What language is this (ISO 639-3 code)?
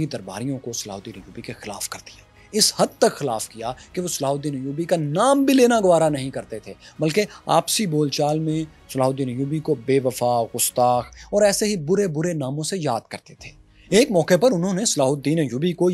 urd